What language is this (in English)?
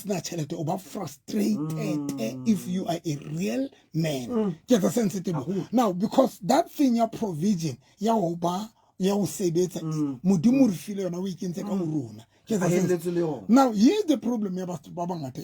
Southern Sotho